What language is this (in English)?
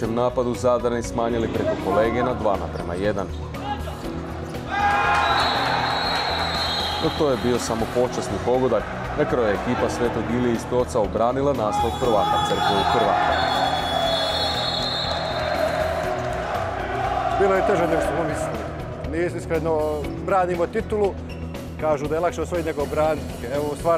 Croatian